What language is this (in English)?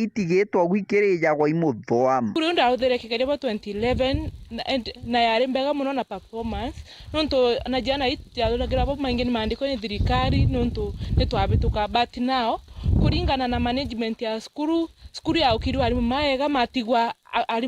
Meru